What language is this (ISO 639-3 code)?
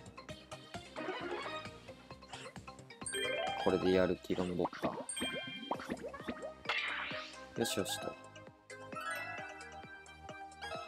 jpn